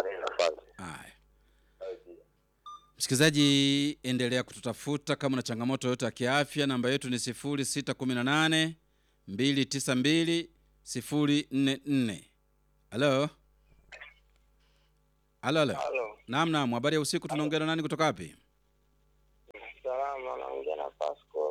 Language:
Swahili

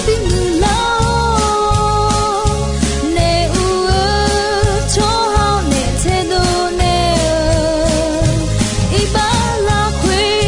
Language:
Akha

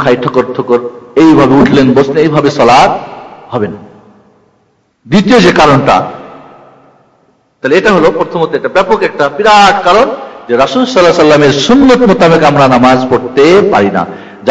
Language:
Bangla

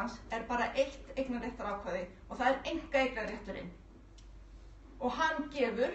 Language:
Icelandic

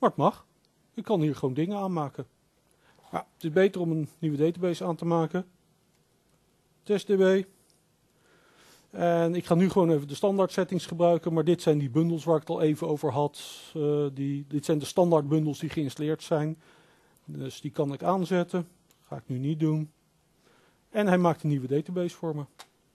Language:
Dutch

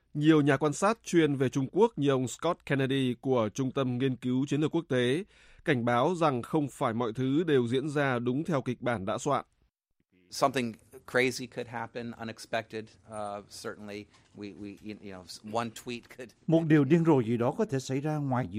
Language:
Vietnamese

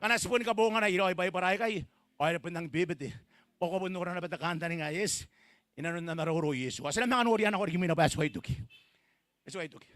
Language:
Gilbertese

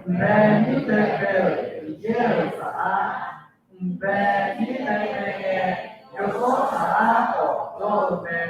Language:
Akha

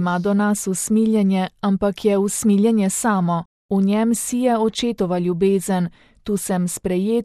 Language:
Slovenian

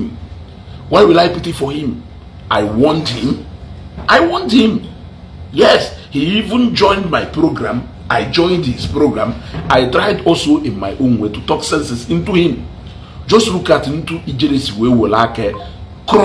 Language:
Igbo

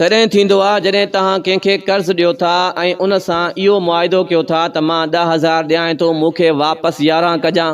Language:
Sindhi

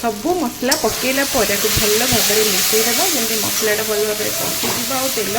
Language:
Odia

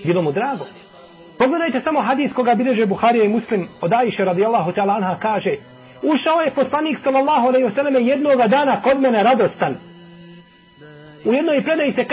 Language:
Bosnian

